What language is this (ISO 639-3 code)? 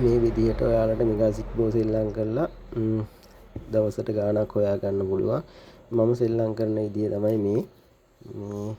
sin